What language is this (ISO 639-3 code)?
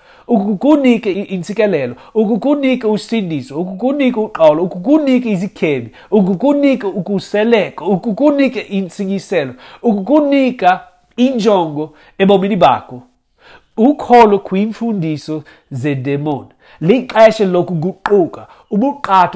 xho